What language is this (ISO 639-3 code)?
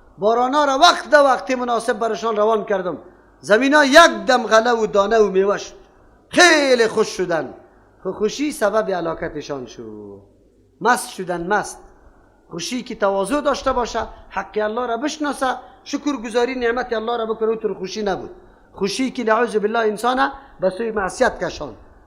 fas